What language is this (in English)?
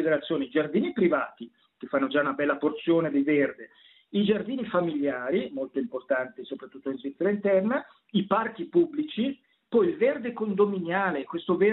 Italian